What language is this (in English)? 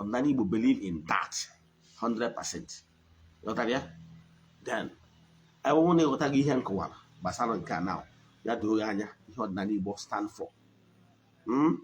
Igbo